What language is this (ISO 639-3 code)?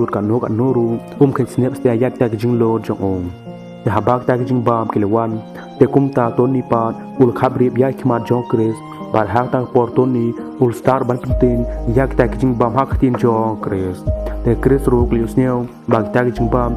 kha